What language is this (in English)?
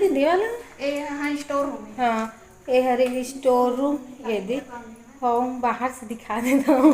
Chhattisgarhi